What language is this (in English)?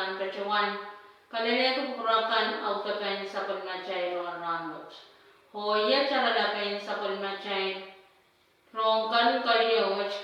Pohnpeian